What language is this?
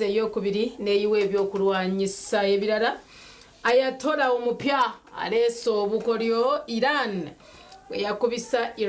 Nyankole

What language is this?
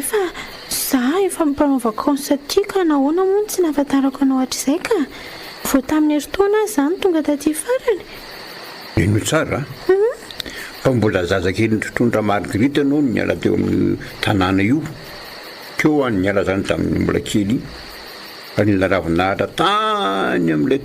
Malagasy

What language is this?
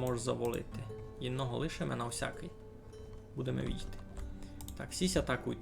Rusyn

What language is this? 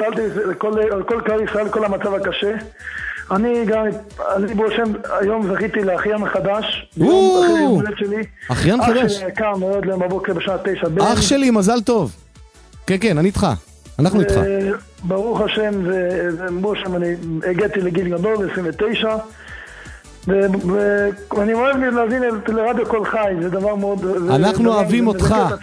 Hebrew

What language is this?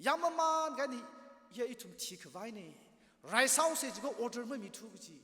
Tangkhul Naga (India)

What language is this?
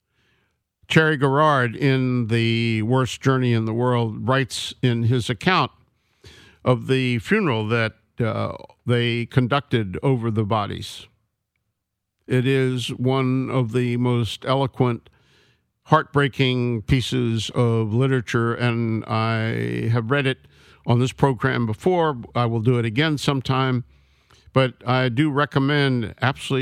English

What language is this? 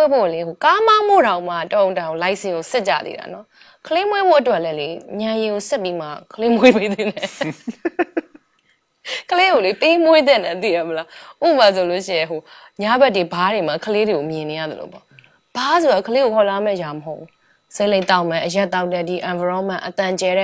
Burmese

